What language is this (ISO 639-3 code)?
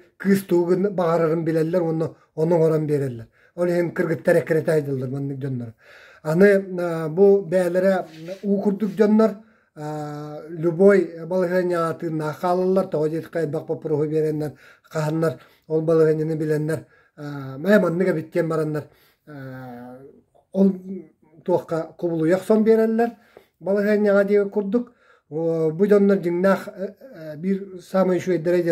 sah